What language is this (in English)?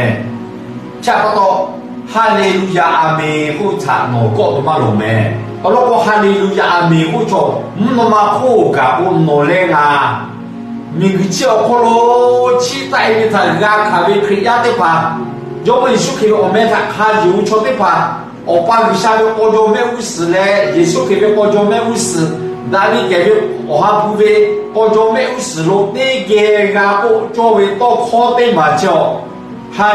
Lahu